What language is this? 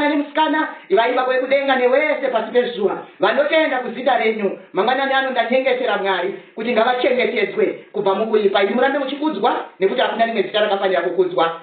Shona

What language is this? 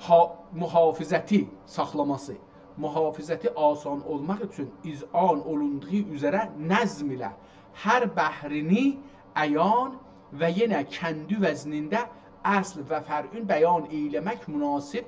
South Azerbaijani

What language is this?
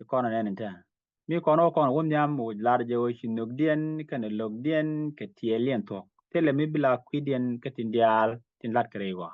Nuer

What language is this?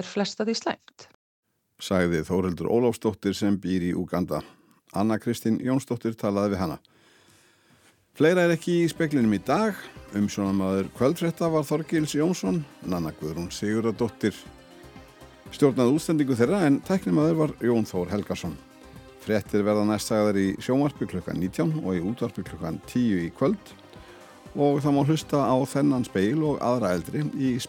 Icelandic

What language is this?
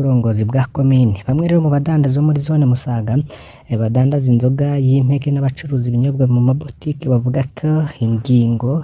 Rundi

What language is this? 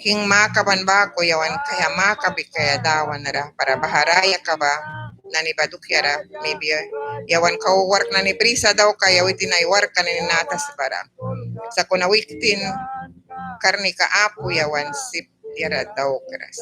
Mískito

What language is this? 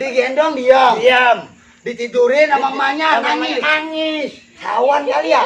Betawi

